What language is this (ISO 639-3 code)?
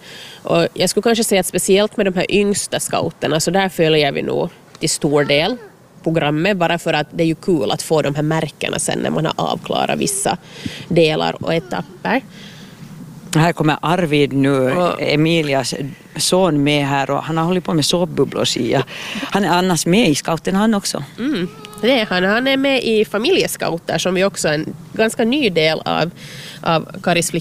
swe